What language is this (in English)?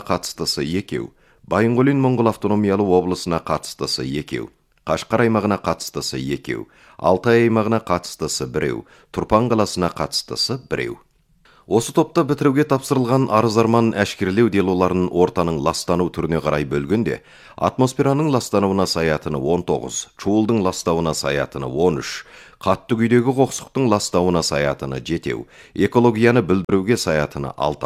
Kazakh